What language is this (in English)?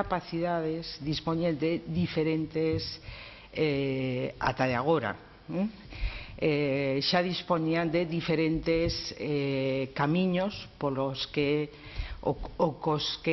Galician